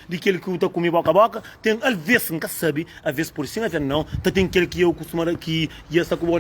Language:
Kabuverdianu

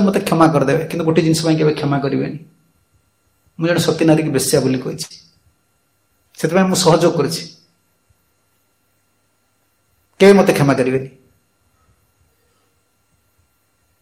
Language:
Odia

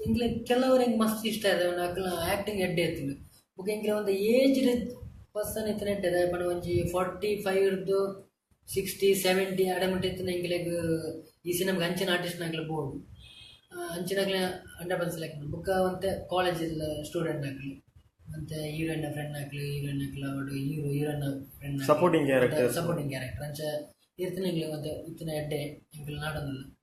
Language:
Tulu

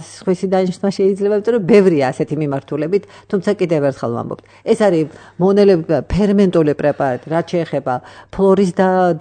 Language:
Georgian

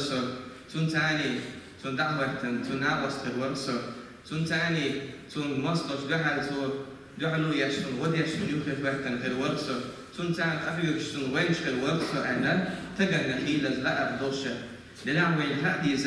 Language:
Chechen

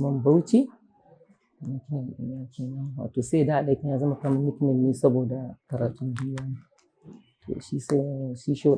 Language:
Hausa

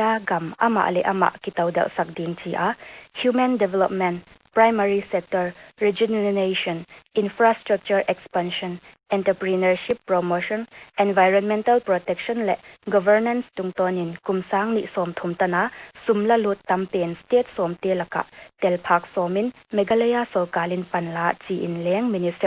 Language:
Paite Chin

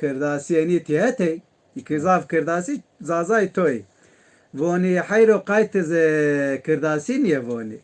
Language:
Zaza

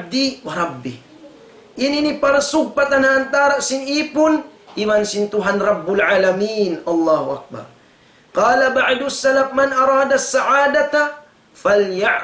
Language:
Tausug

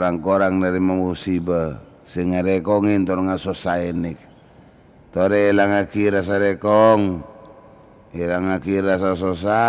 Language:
Madurese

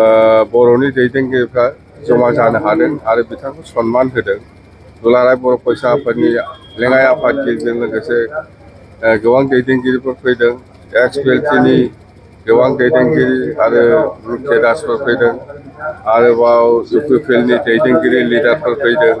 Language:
Bodo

